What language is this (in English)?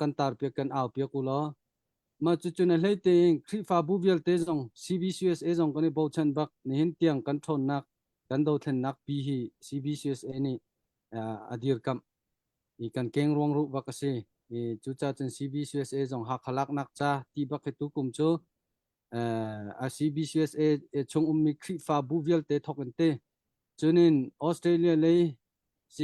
Hakha Chin